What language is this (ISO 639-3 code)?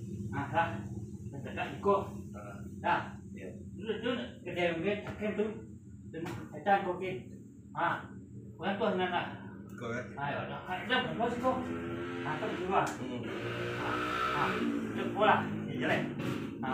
min